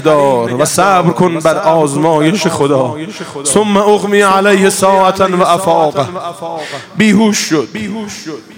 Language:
Persian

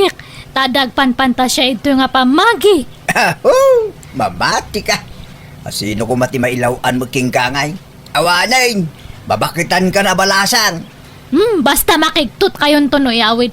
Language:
Iloko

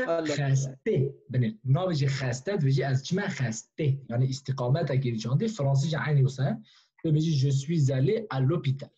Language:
Kurdish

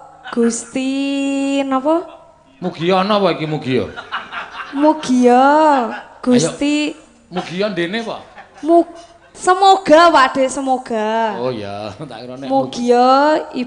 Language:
Javanese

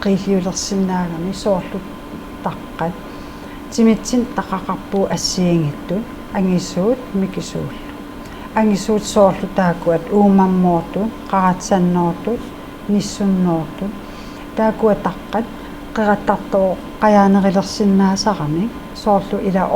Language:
Kalaallisut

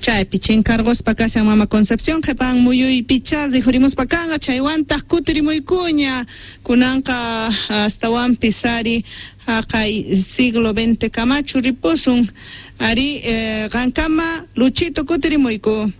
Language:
South Bolivian Quechua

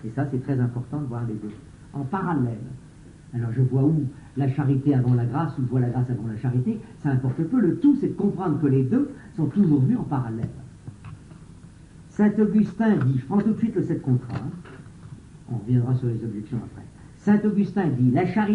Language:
French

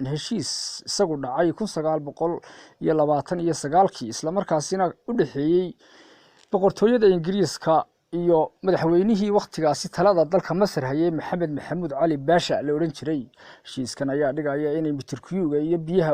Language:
Somali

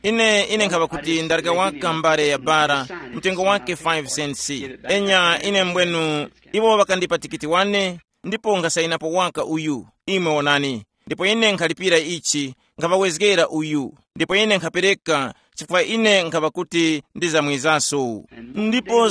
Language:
Tumbuka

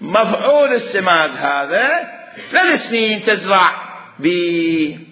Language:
Mesopotamian Arabic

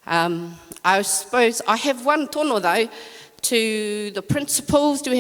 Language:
Māori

